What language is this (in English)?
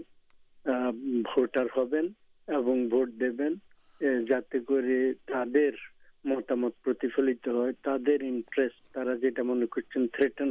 Bangla